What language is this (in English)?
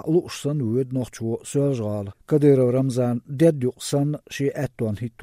Chechen